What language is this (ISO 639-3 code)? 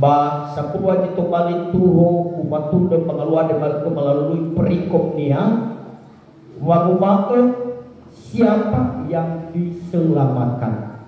nia